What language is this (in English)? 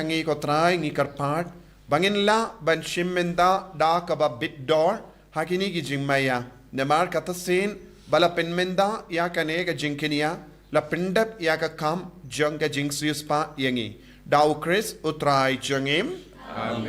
Khasi